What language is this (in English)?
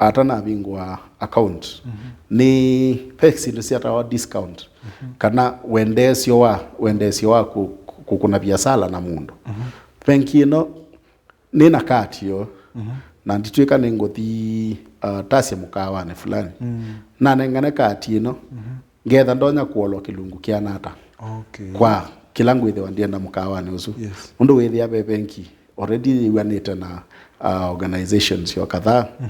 Kamba